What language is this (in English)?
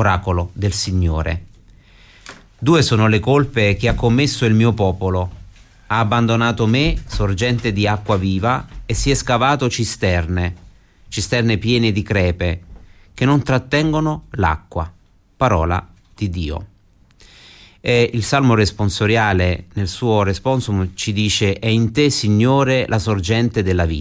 Italian